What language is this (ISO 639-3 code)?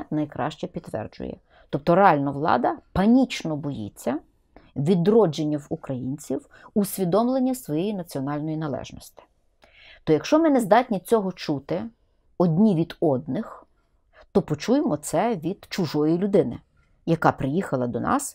ukr